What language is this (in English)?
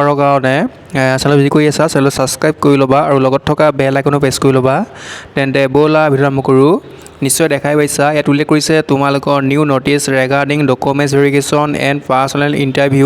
Assamese